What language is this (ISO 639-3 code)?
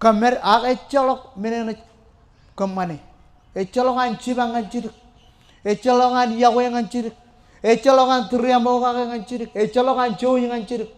mah